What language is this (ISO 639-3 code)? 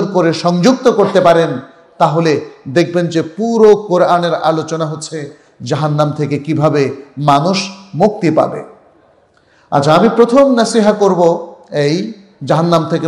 ben